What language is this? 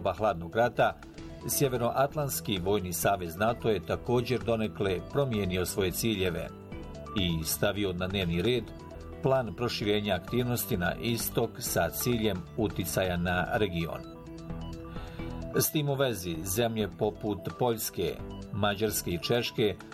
Bosnian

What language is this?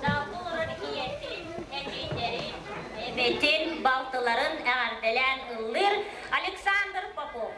Yakut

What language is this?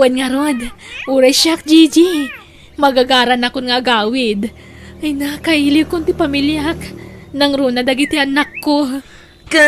Iloko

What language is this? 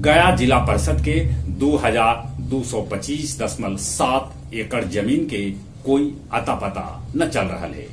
Magahi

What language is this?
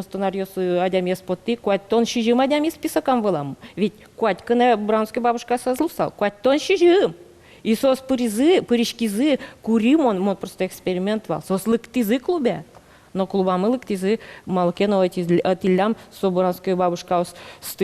Udmurt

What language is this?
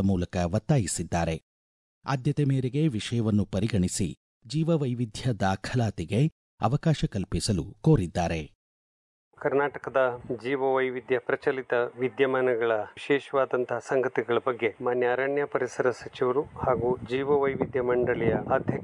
Kannada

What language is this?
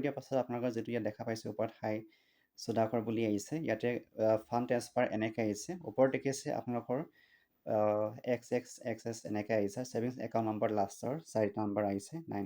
Assamese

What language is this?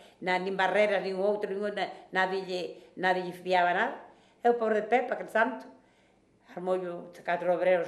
Galician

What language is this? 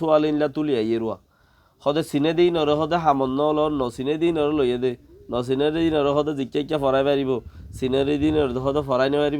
Rohingya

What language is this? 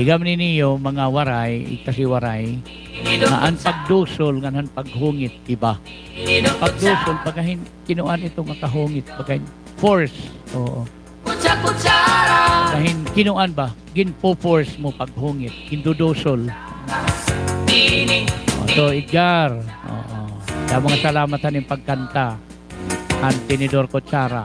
Waray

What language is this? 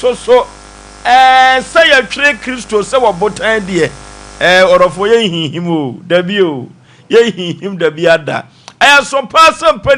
Akan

